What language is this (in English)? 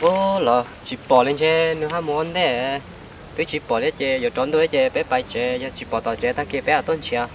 Hmong